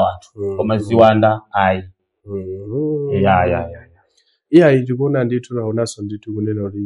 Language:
Nyanja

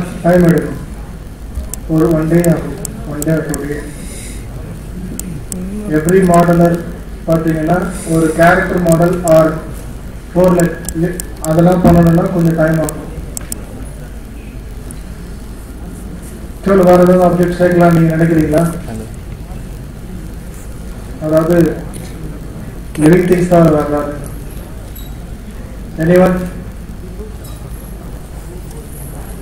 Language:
Tamil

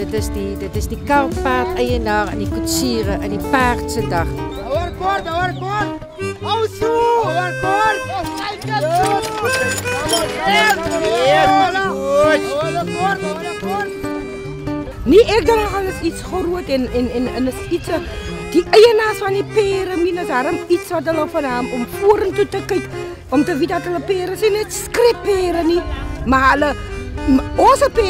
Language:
Afrikaans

